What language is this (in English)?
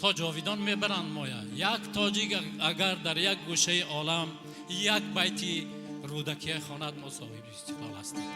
Tajik